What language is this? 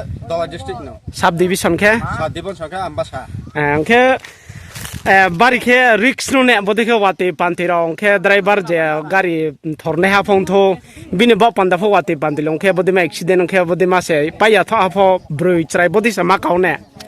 Riang (India)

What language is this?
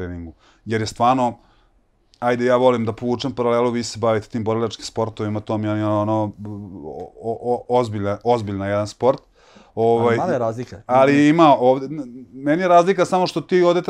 Serbian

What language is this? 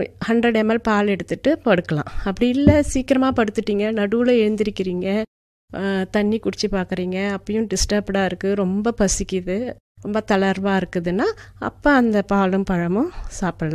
Tamil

